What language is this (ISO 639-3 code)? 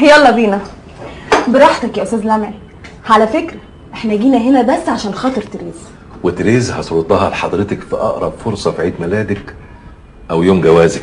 arz